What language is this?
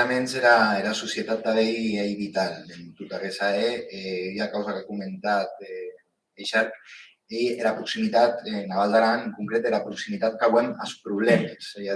Occitan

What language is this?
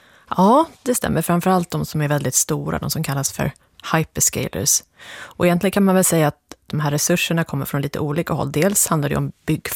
Swedish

